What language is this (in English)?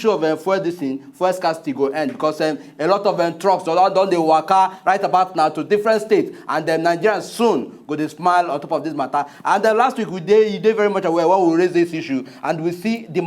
Nigerian Pidgin